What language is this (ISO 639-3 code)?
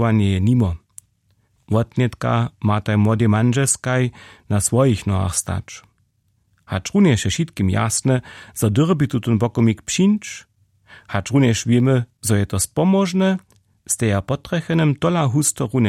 hsb